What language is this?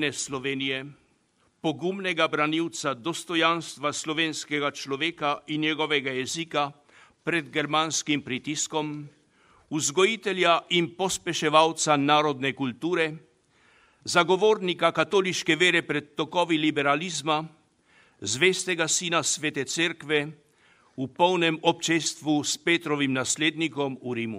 Slovenian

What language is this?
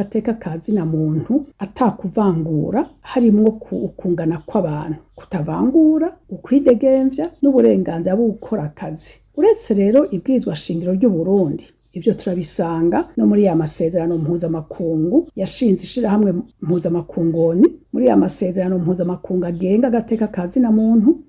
Rundi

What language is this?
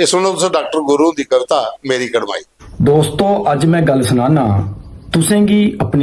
Dogri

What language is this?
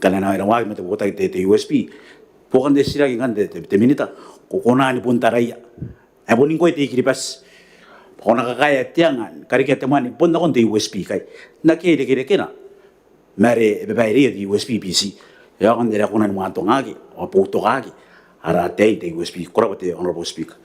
Gilbertese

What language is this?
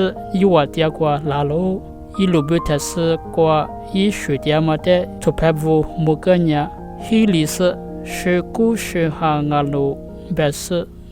Lisu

